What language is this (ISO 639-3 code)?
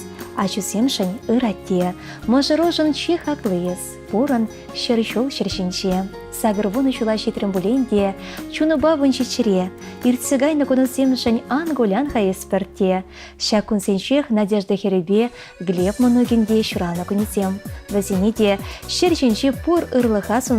chv